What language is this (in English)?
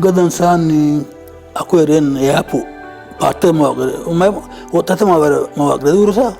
Sidamo